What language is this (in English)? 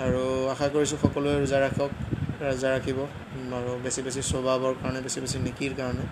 Assamese